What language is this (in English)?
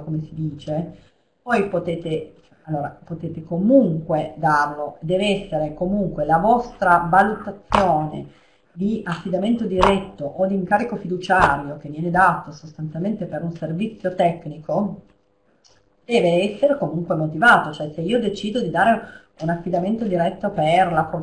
Italian